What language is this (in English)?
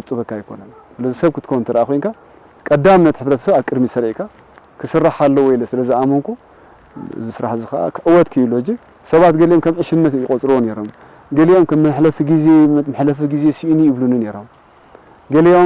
Tigrinya